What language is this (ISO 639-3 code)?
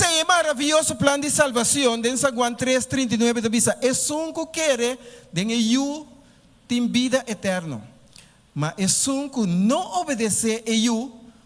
pap